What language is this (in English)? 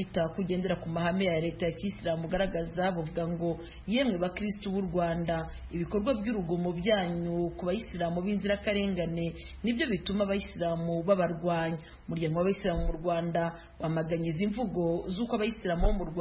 Kinyarwanda